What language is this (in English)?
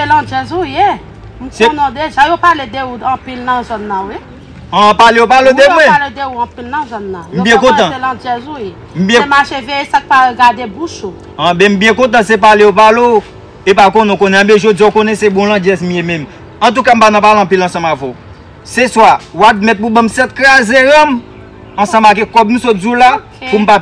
Haitian Creole